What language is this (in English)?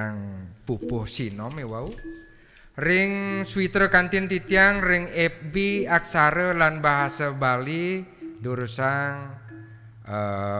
Balinese